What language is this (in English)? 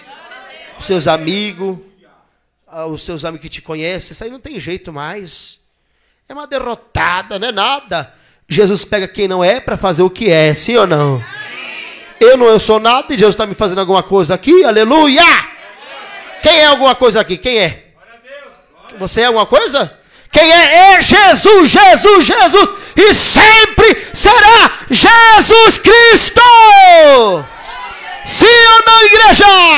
Portuguese